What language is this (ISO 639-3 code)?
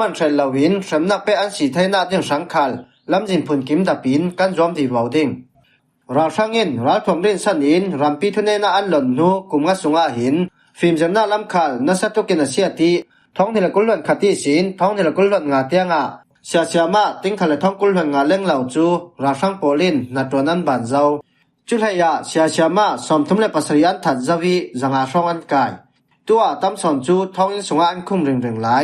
cfm